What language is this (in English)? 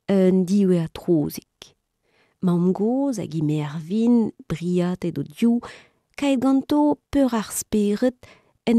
Breton